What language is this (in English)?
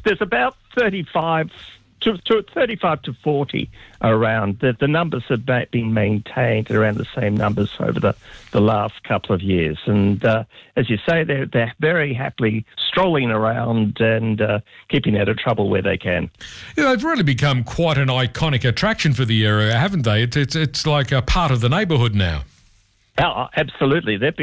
English